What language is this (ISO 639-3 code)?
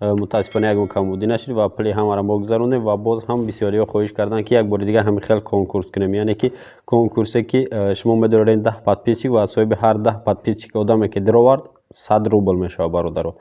tgk